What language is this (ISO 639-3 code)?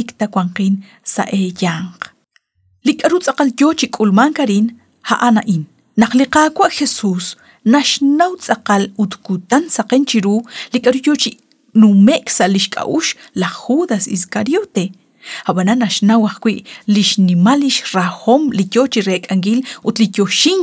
kek